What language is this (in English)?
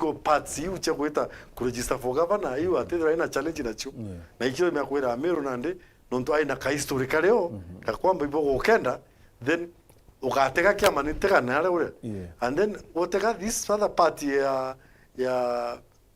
Meru